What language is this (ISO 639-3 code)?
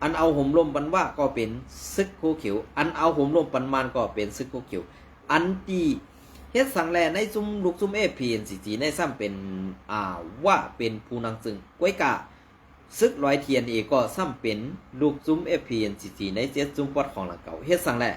shn